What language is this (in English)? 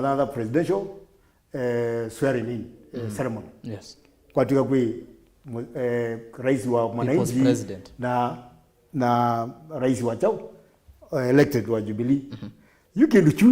Kamba